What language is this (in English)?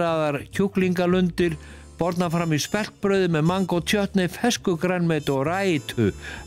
Icelandic